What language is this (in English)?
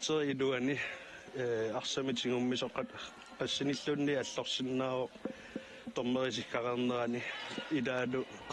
Kalaallisut